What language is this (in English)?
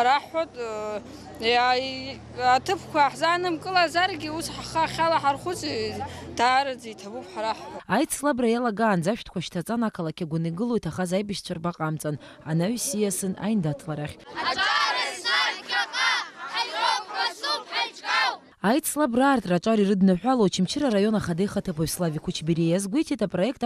Abkhazian